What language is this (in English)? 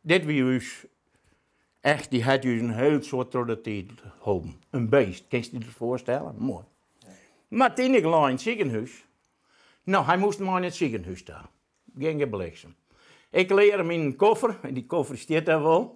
Western Frisian